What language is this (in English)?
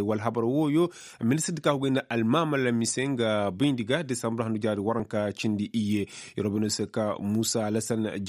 Koyraboro Senni